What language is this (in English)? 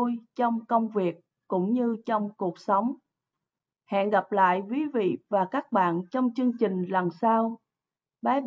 Vietnamese